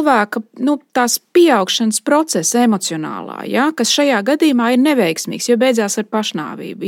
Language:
Latvian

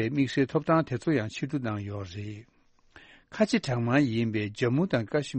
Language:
Tibetan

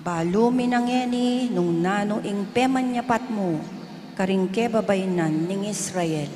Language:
Pampanga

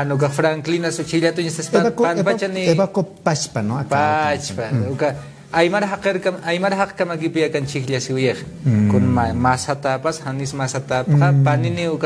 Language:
Aymara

